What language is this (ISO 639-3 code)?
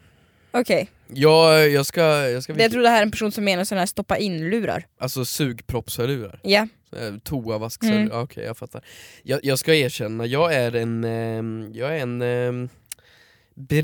swe